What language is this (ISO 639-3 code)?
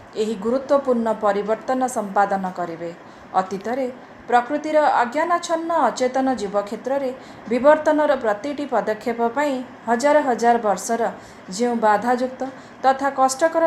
ori